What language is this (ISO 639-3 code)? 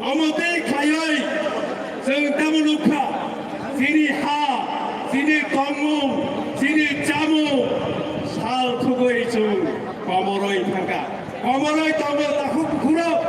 trp